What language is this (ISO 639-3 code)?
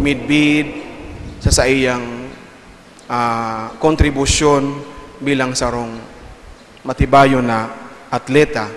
bik